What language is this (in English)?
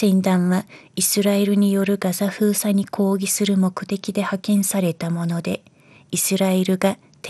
Japanese